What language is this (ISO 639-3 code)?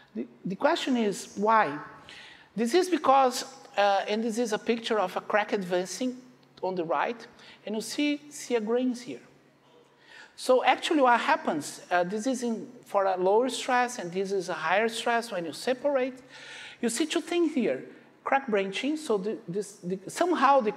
eng